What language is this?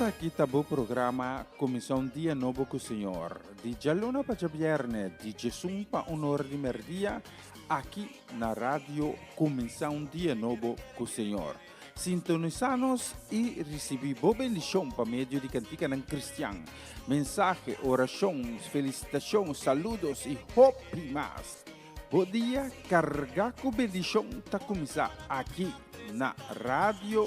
Papiamento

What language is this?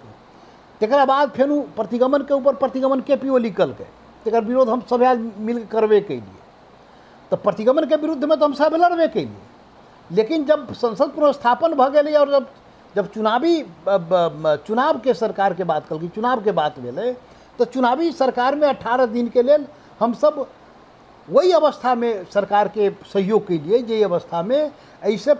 Maithili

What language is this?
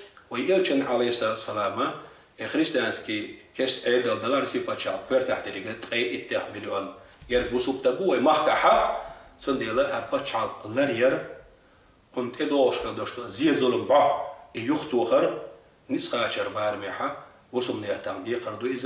Chechen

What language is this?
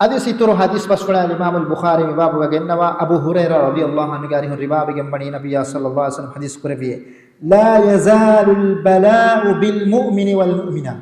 Divehi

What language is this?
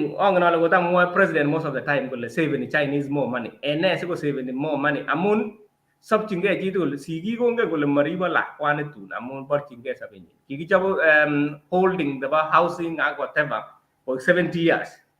Kalenjin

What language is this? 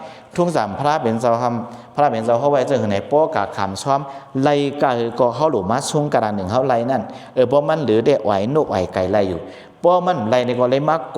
Shan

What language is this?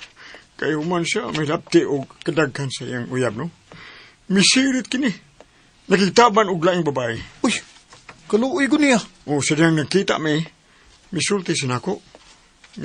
Cebuano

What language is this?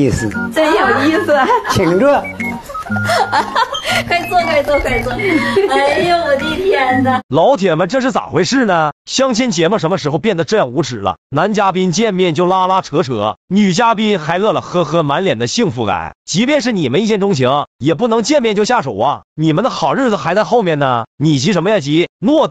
Chinese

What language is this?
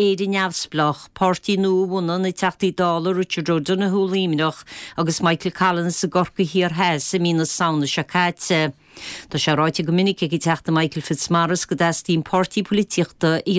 Irish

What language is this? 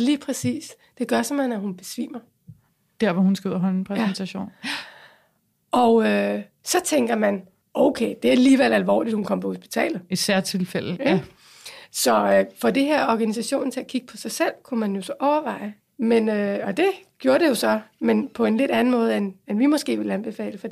Danish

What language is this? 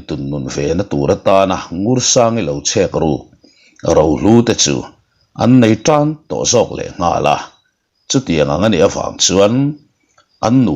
Mizo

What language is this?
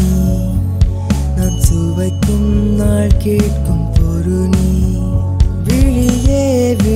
Tamil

